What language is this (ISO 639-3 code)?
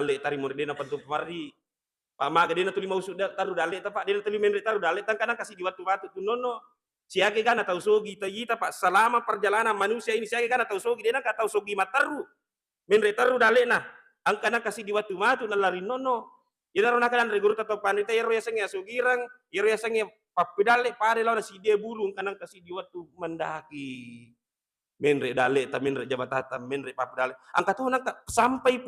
bug